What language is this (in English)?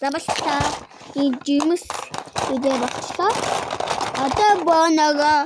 Mongolian